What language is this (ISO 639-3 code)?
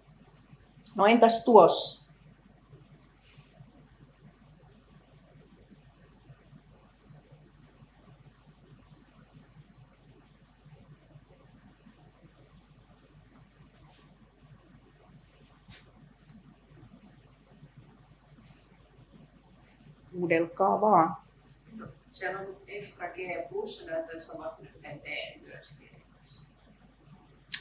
fin